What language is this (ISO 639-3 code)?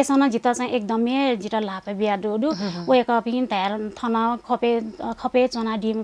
new